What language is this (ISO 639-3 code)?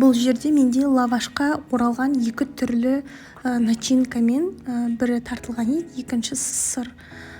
kaz